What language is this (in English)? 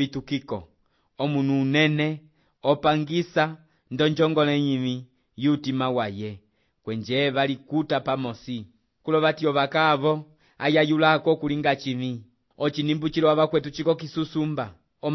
Umbundu